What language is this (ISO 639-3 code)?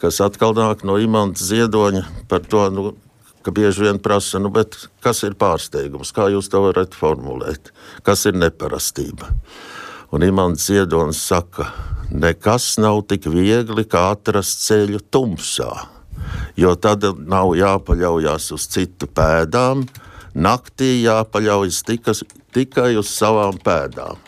lav